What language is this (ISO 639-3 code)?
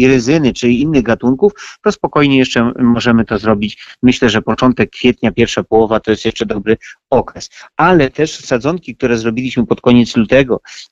pol